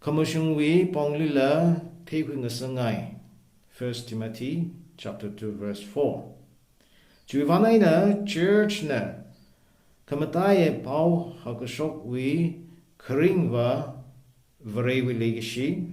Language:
Tangkhul Naga (India)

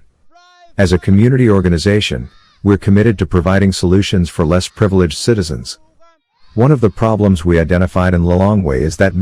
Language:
English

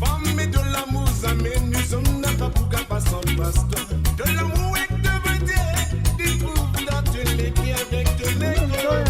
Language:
Morisyen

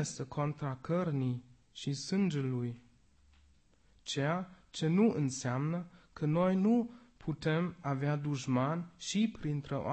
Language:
Romanian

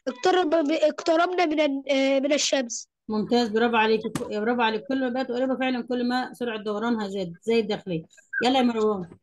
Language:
Egyptian Arabic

